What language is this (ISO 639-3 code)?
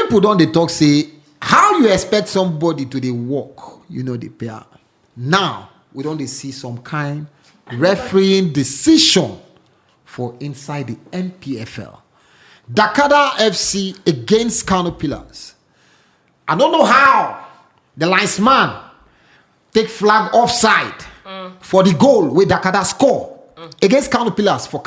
pcm